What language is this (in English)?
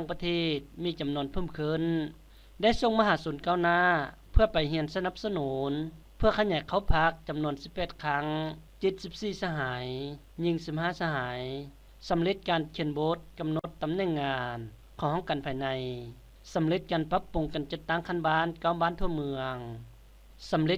Lao